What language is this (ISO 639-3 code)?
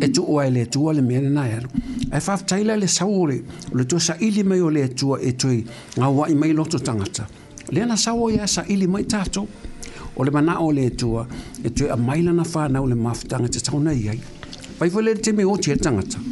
smo